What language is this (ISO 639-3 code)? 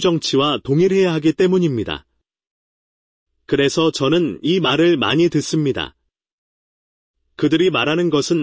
kor